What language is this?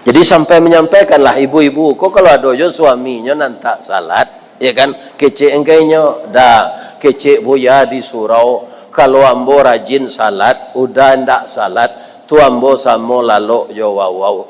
Minangkabau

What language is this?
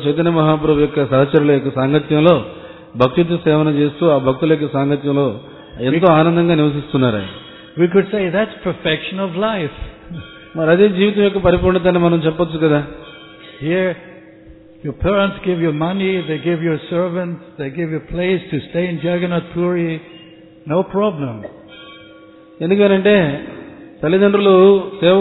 Telugu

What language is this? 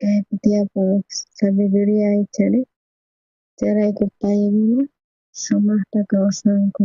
South Bolivian Quechua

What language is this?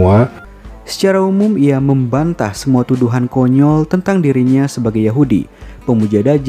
Indonesian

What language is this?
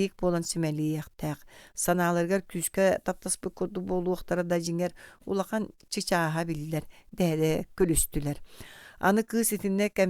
Yakut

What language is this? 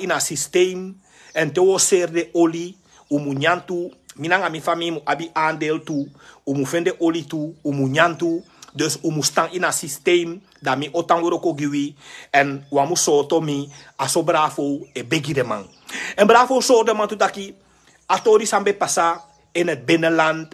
Sranan Tongo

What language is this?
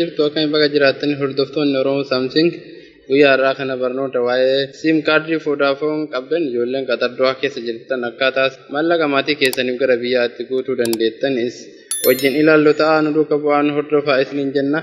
Oromo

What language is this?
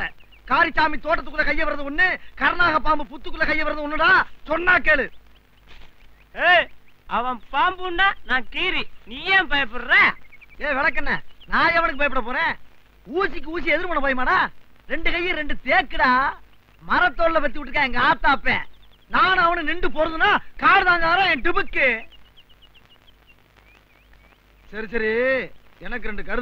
Tamil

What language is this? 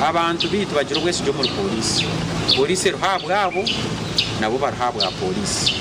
Nyankole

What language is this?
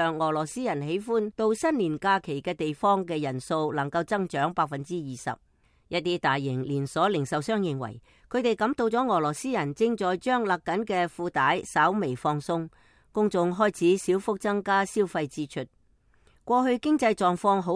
Cantonese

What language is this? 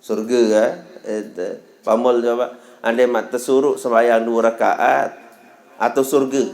Sasak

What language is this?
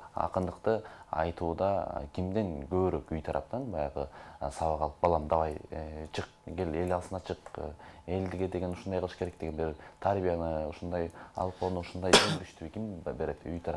Kyrgyz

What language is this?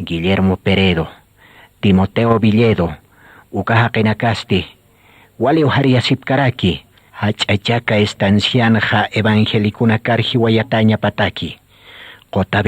Aymara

